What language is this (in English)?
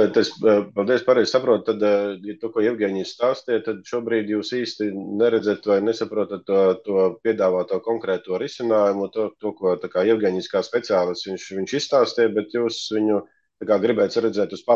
Latvian